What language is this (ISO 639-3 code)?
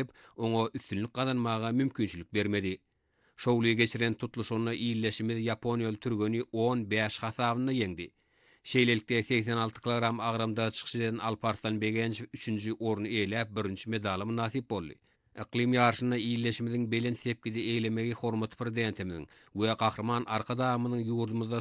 tuk